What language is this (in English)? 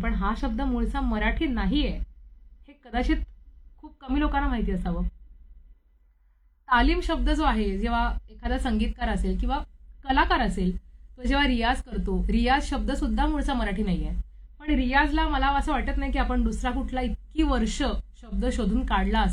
Marathi